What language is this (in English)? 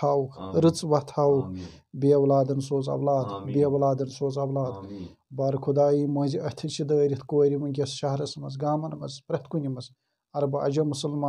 Kashmiri